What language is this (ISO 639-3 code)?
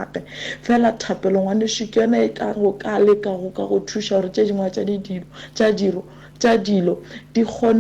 nso